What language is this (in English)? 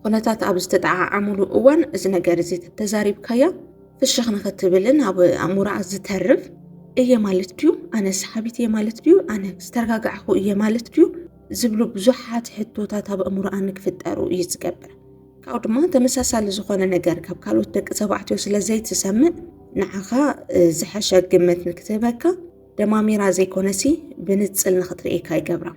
Tigrinya